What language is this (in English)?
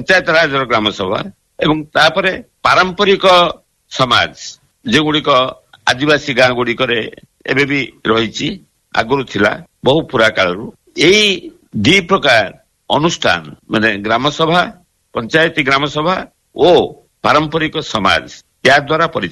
Odia